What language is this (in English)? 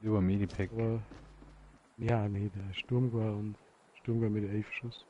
Bavarian